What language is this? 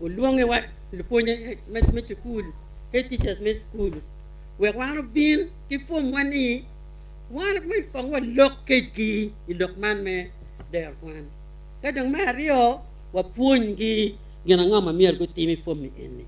Acoli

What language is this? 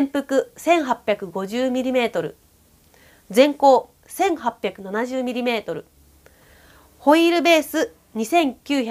Japanese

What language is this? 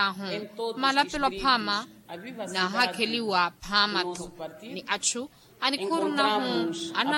Makhuwa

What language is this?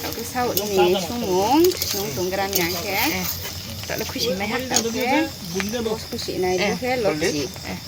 Riang (India)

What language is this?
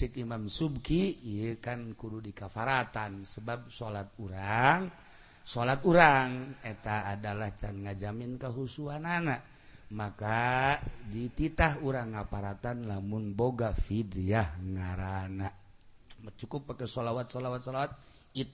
Sundanese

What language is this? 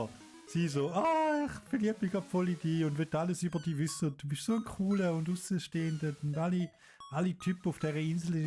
Swiss German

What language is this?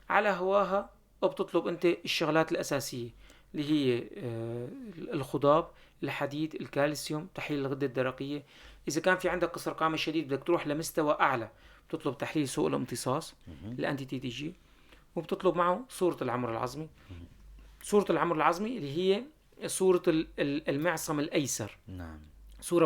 North Levantine Arabic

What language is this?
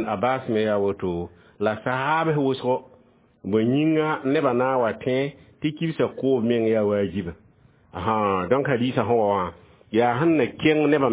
Mossi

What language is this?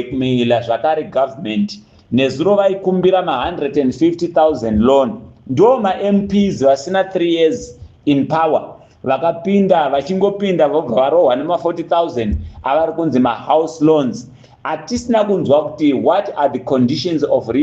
Shona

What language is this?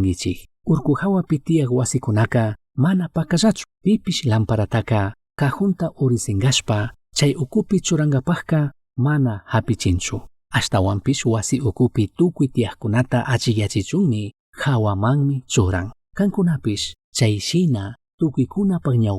Chimborazo Highland Quichua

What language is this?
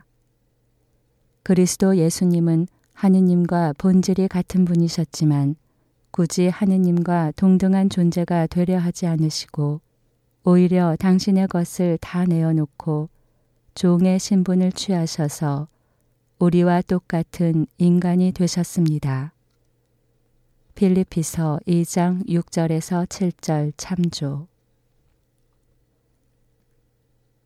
Korean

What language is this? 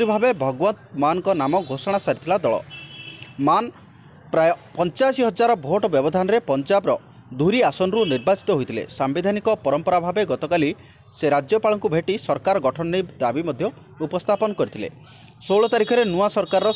Odia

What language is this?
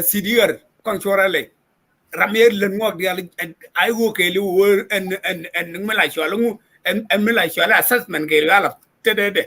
Nuer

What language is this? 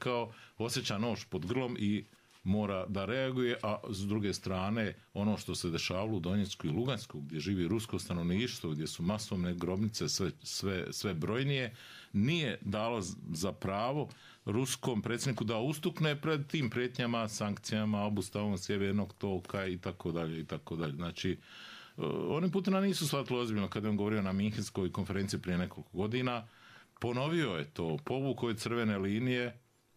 Bosnian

